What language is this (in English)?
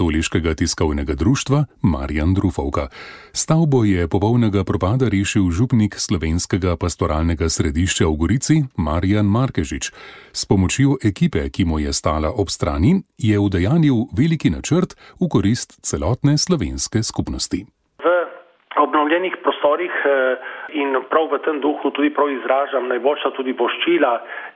Slovenian